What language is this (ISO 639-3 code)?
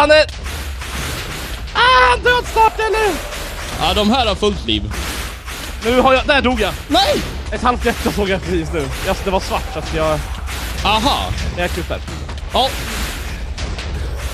swe